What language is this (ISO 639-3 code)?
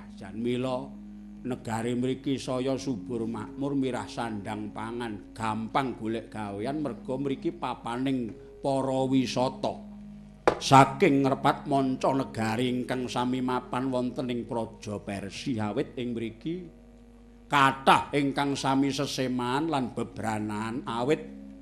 jav